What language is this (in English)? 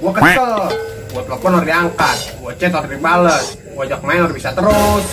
Betawi